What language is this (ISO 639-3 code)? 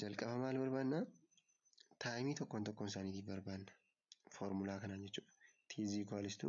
orm